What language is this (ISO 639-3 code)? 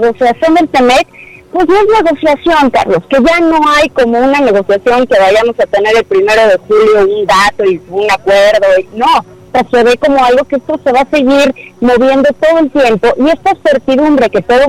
spa